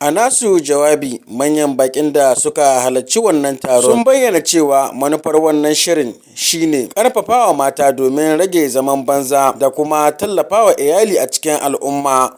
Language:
Hausa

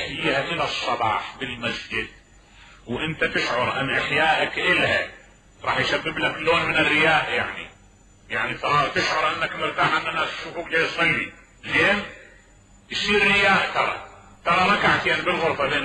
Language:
Mesopotamian Arabic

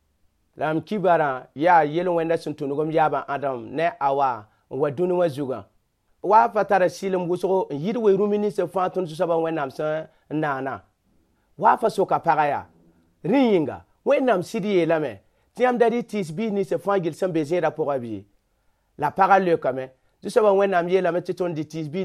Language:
Mossi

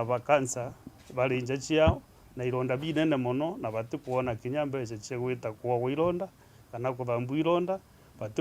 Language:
Meru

